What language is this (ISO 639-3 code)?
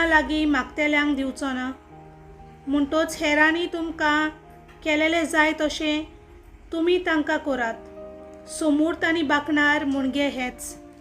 kok